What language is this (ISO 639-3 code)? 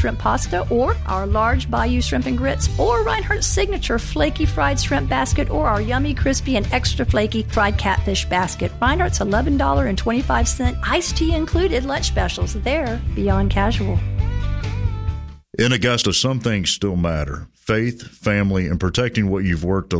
eng